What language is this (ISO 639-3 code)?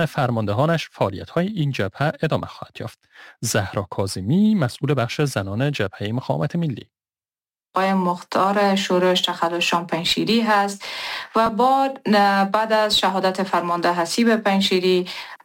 fas